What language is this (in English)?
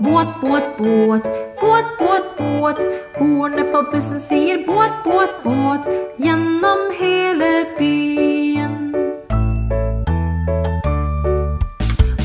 Norwegian